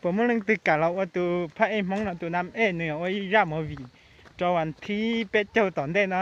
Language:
Hmong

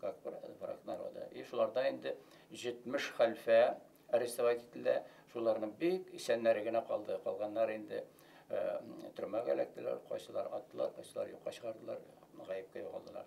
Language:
Bashkir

